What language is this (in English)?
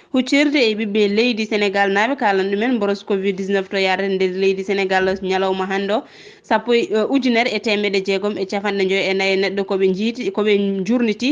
Fula